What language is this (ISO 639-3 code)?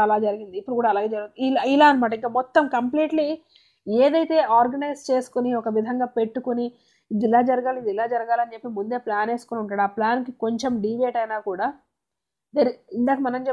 tel